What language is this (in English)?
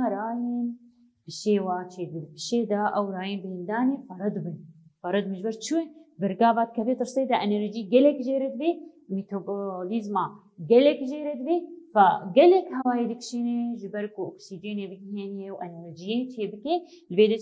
Kurdish